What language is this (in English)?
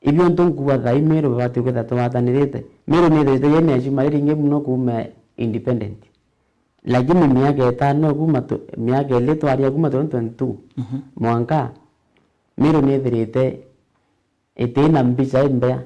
Meru